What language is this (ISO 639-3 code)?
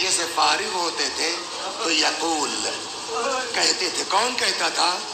urd